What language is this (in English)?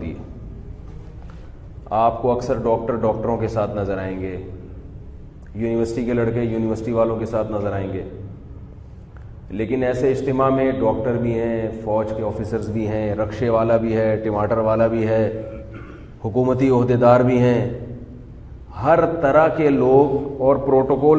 Urdu